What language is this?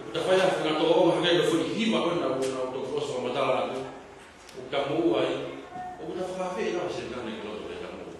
Tongan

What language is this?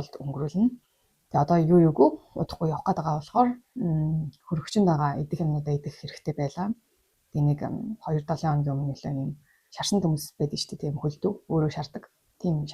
Mongolian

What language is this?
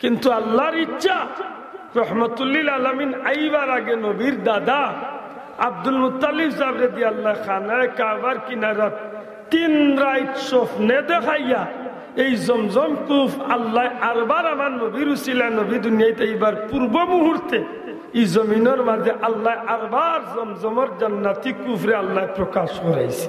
Sylheti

